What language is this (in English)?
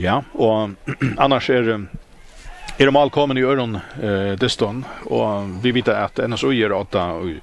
Faroese